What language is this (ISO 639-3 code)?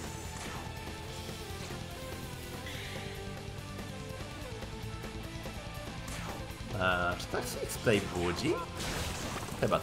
pol